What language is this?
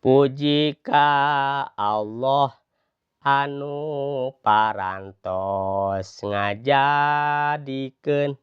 Sundanese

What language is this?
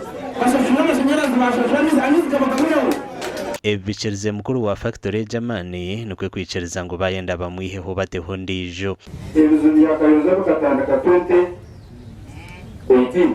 Nyankole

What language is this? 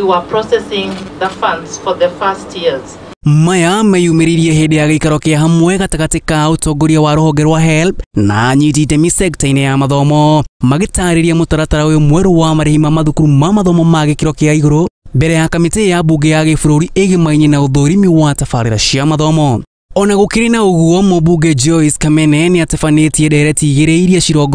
Kikuyu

